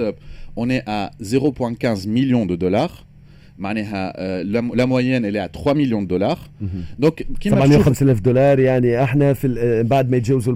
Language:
Tunisian Arabic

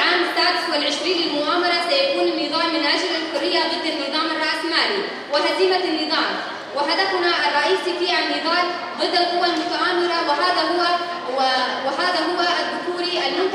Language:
Kurdish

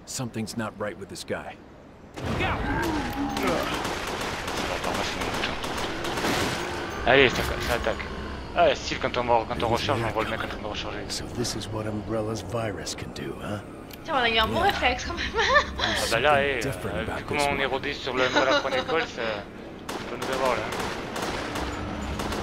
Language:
French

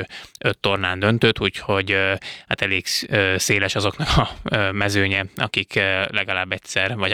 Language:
Hungarian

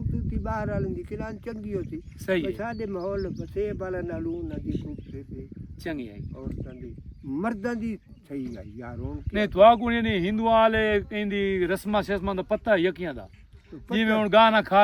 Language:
Saraiki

